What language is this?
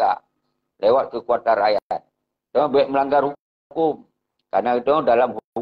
Achinese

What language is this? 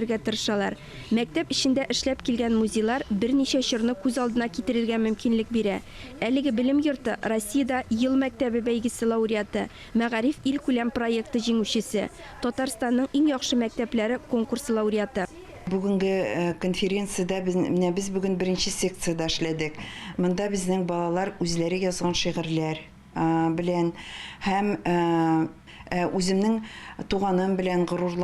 Tatar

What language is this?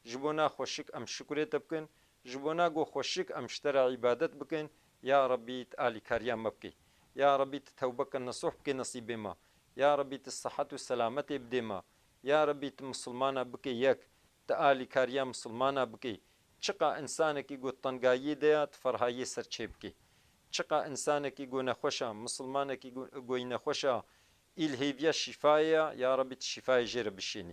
Kurdish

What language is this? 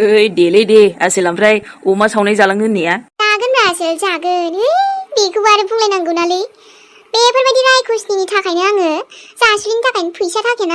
Bodo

